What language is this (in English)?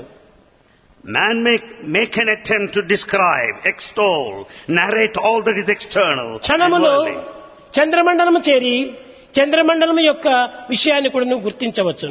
Telugu